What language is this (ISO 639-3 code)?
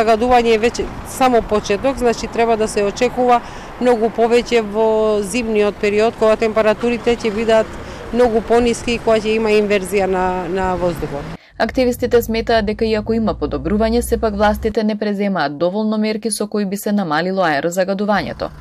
mkd